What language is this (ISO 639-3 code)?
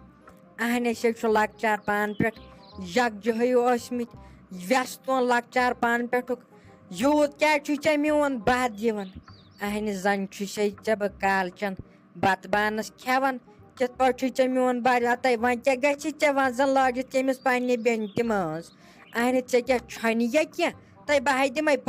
kas